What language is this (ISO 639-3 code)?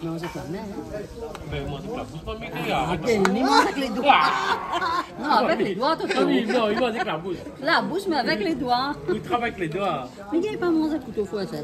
rcf